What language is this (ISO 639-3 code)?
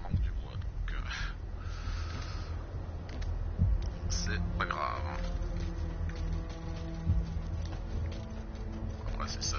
fra